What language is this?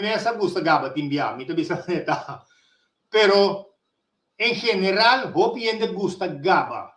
Papiamento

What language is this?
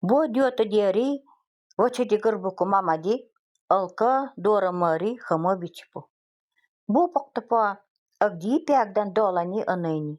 Nanai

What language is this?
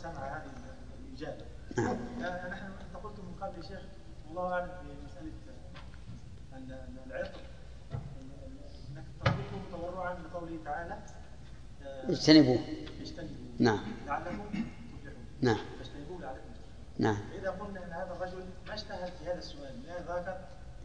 Arabic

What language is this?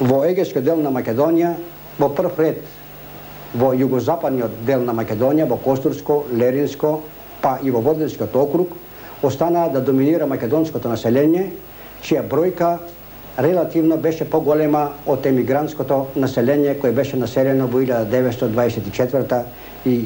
Macedonian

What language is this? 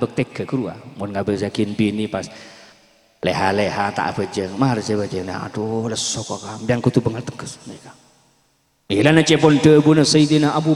Madurese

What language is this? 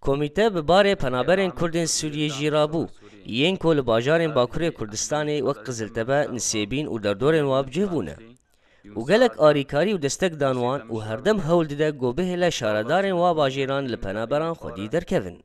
Kurdish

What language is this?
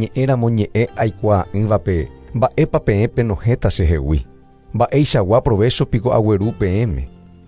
Guarani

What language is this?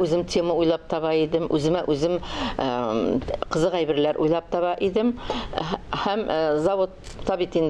Tatar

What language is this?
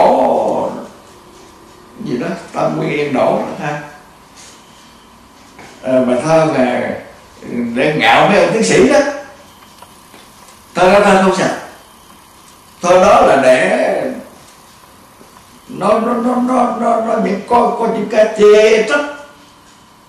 Vietnamese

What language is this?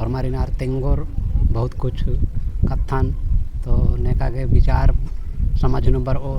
Kurukh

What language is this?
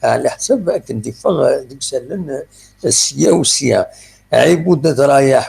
Kabyle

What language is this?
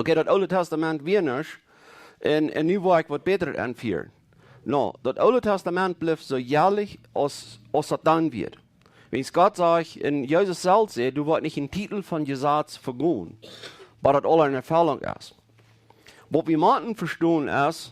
Plautdietsch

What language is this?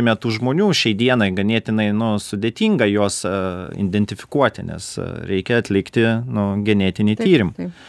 Lithuanian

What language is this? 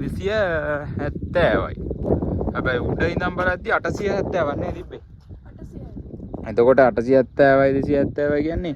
Sinhala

